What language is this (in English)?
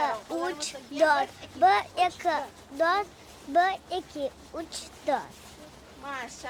Crimean Tatar